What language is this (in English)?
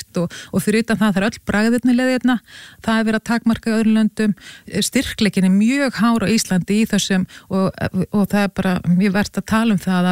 Icelandic